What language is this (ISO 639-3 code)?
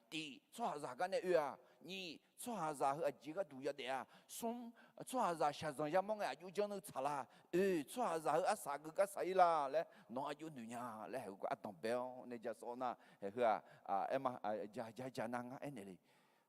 ahk